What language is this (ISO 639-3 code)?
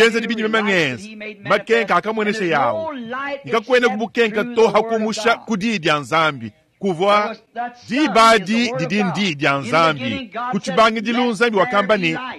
lua